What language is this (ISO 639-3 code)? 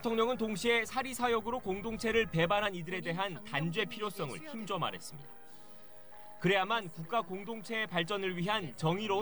kor